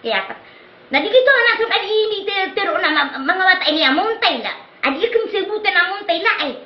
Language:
Maranao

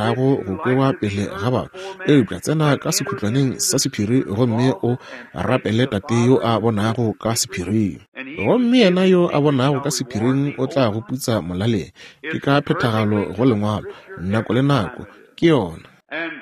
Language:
Northern Sotho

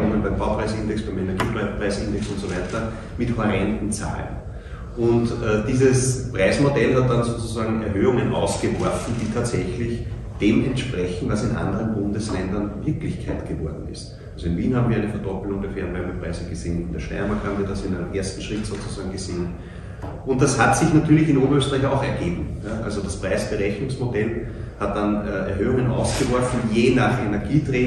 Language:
German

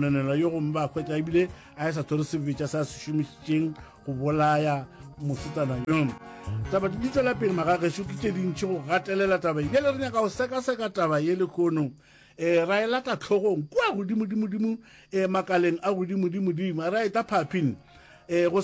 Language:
Northern Sotho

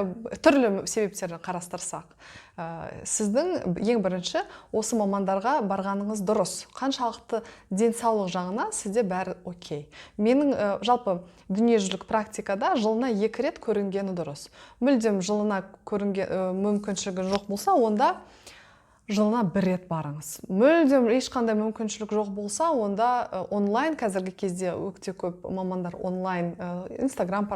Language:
Kazakh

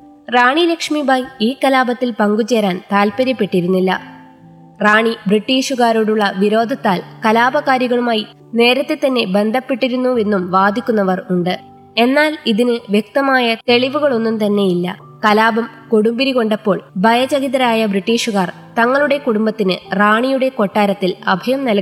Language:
Malayalam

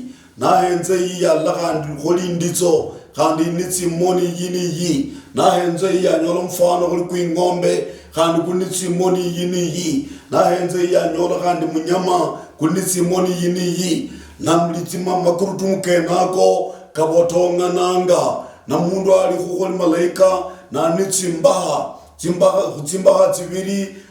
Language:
Luyia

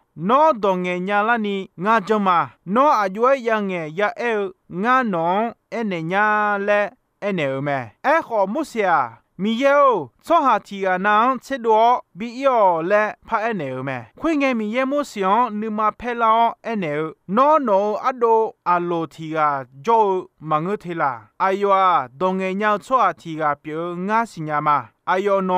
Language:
Akha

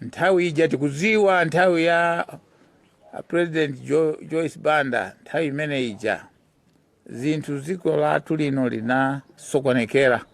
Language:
Nyanja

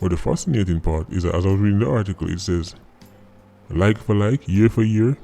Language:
Jamaican Creole English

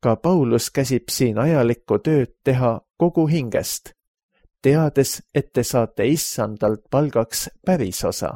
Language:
Estonian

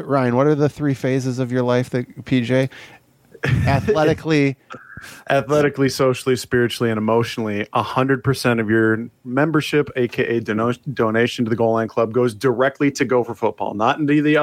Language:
English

